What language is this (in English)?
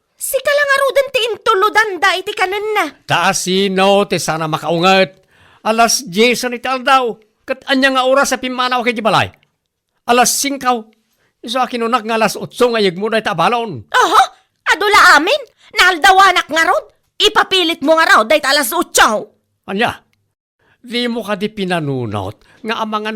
Iloko